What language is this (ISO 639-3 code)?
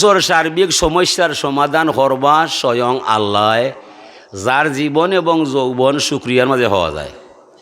syl